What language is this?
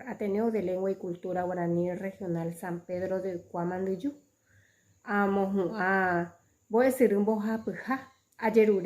Guarani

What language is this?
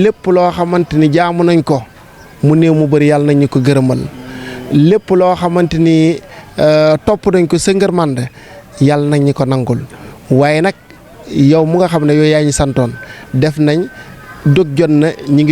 Wolof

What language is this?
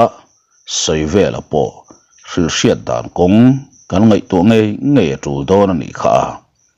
Mizo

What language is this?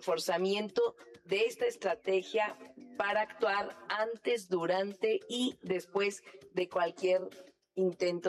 Spanish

